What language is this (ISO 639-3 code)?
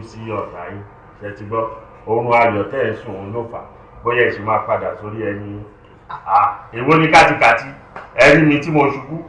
yor